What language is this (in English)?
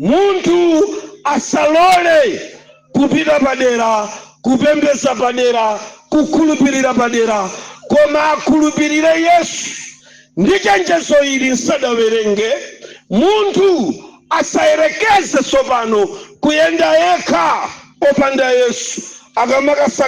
Nyanja